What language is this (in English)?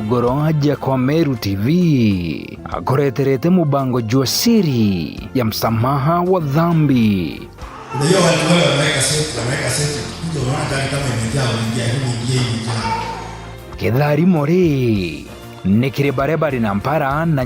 Meru